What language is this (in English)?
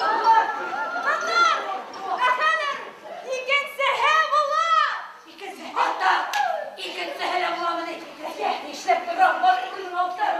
Bashkir